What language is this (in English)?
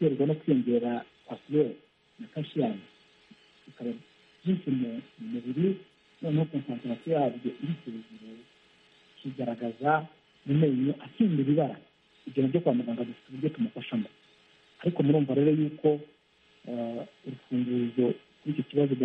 Kinyarwanda